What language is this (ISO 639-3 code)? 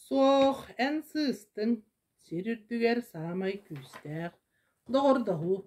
sah